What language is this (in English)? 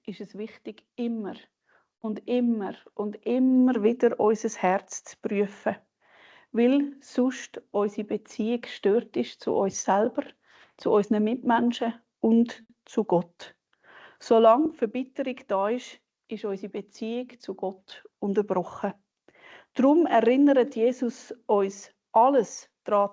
Swiss German